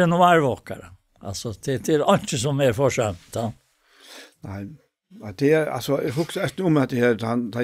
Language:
Faroese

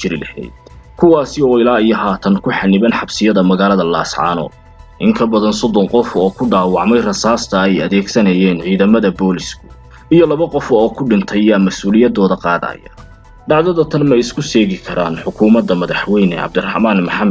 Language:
Somali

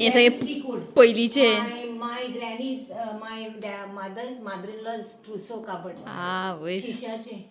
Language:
Konkani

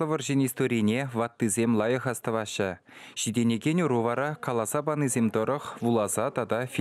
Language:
Chuvash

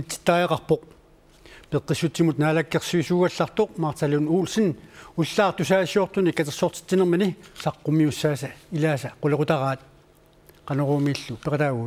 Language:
Kalaallisut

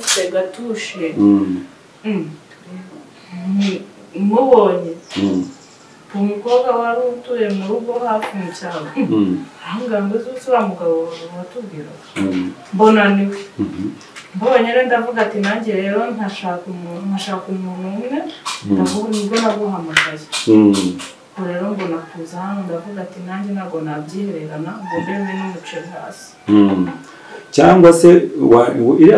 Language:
Kinyarwanda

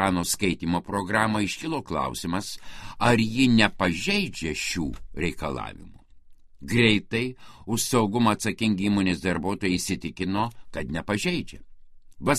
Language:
Lithuanian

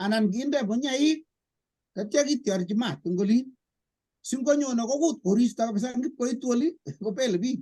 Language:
Kalenjin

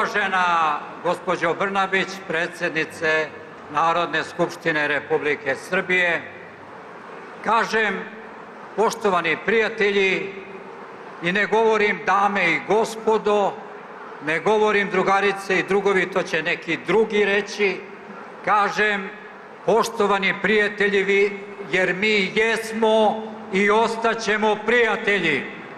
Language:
Serbian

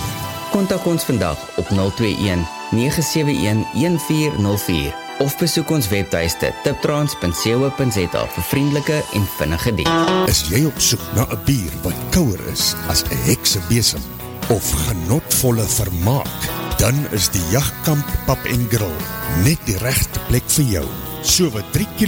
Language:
Afrikaans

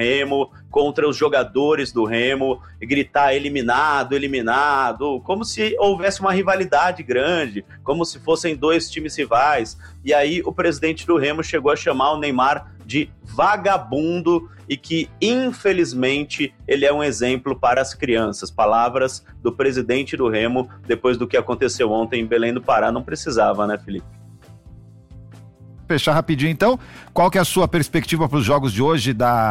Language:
Portuguese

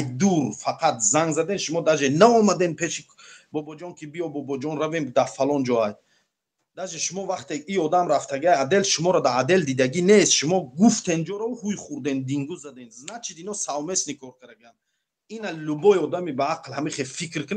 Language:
Tajik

